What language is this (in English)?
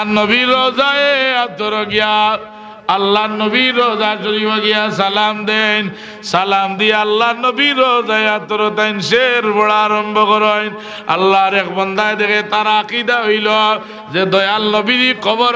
Sylheti